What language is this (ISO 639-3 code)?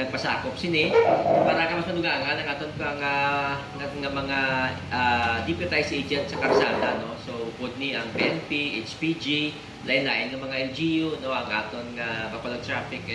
hil